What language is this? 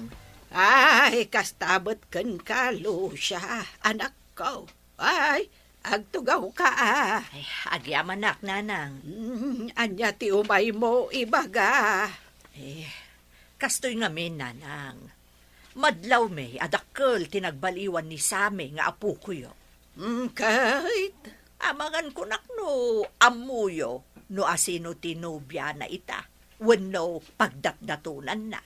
Iloko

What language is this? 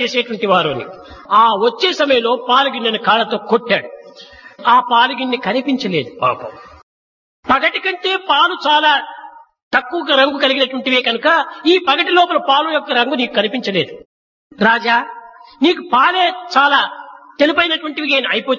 Telugu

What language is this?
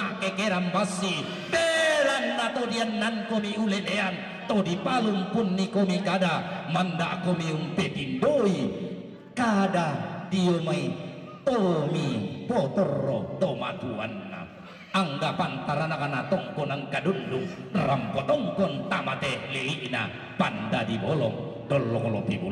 Toraja-Sa'dan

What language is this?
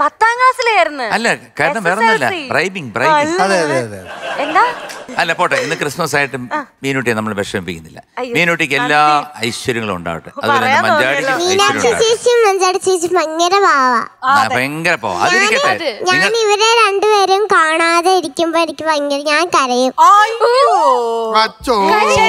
Malayalam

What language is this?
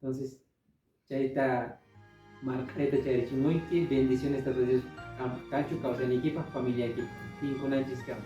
Quechua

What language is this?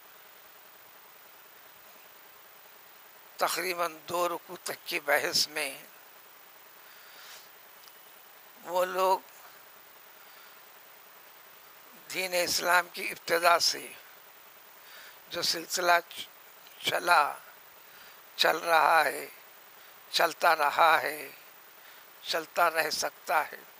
Urdu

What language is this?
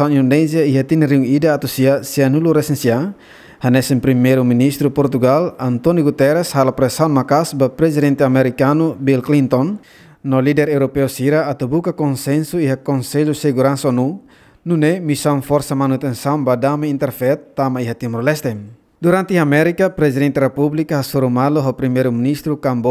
Tetum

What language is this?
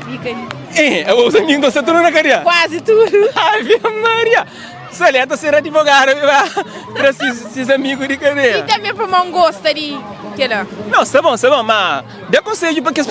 Kabuverdianu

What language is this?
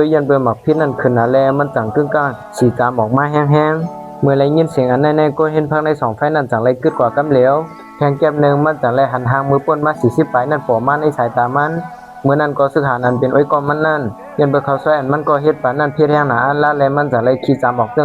Shan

